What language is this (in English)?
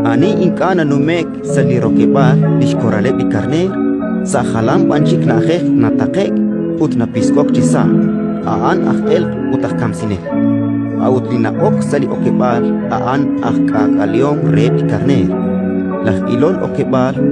Kekchí